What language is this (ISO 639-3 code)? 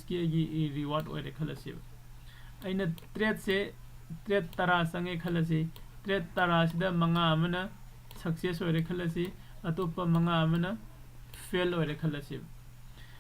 mni